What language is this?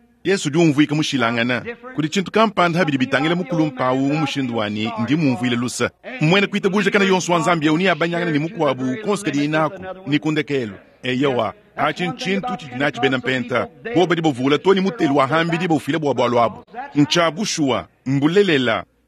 Luba-Lulua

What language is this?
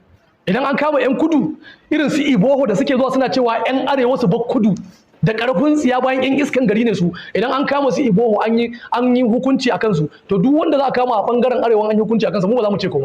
Hausa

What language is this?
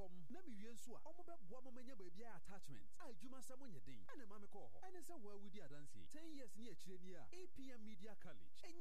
Akan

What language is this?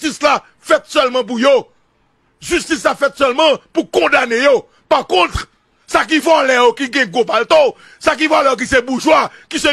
Haitian Creole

